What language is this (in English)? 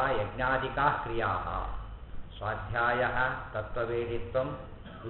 Kannada